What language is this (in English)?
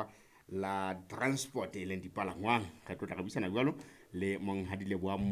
Southern Sotho